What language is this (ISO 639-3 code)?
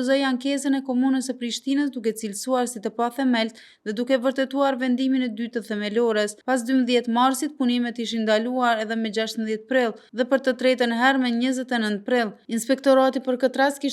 sqi